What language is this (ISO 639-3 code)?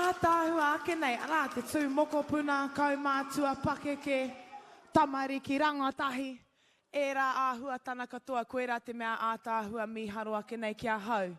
mri